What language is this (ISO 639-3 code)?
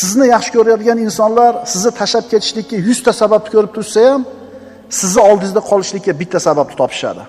uzb